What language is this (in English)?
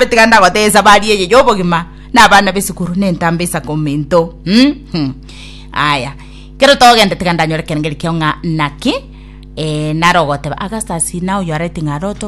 Gusii